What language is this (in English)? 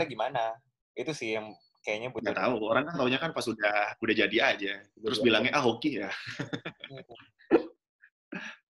Indonesian